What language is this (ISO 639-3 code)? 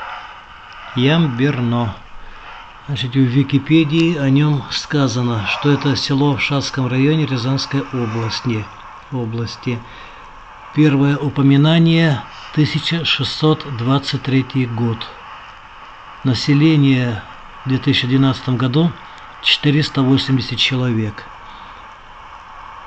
rus